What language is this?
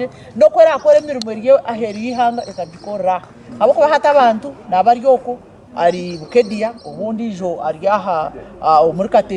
Nyankole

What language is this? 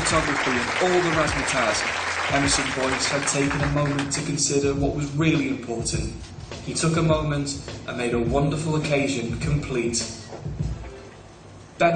English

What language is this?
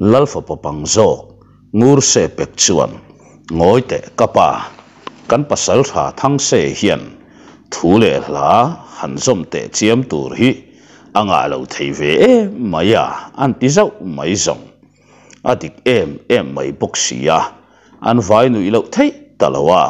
Mizo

